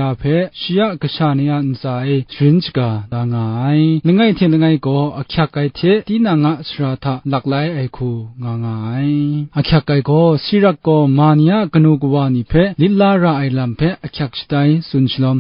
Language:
Kachin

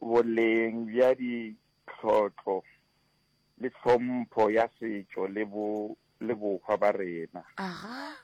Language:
Northern Sotho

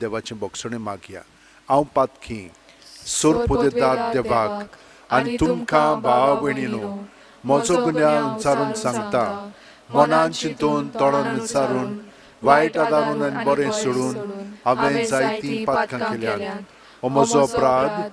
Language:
Konkani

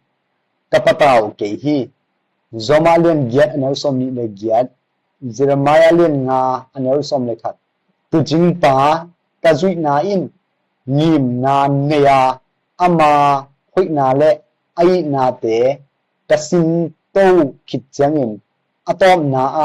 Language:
Tedim Chin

